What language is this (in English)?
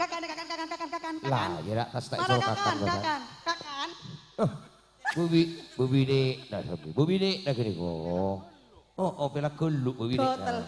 Madurese